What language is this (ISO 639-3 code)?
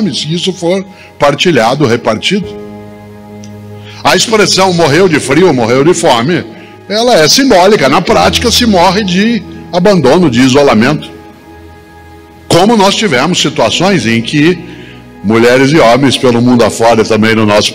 por